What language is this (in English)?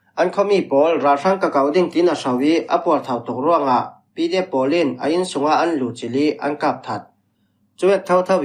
Falam Chin